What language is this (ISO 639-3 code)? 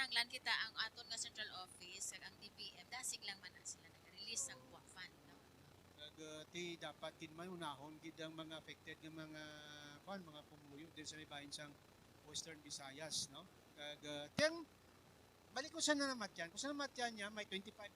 hil